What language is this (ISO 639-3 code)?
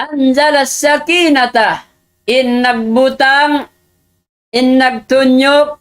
tsg